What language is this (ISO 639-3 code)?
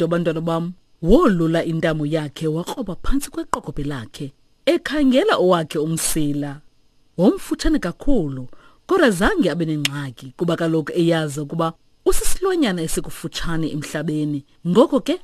xho